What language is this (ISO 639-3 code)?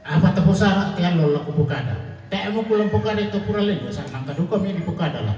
sda